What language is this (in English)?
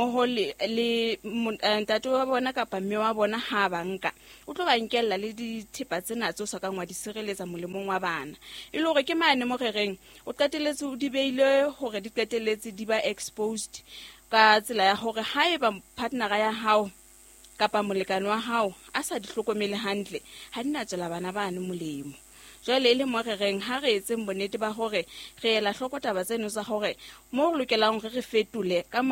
Southern Sotho